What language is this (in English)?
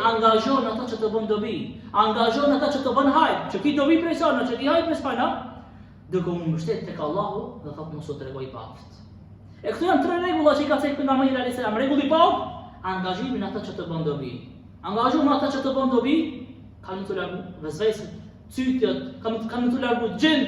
Albanian